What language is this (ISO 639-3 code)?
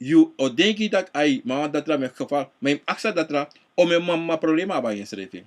srn